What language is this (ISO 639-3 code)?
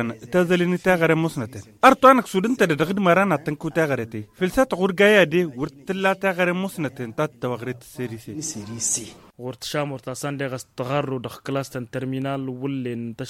taq